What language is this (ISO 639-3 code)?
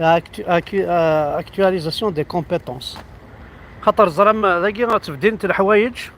kab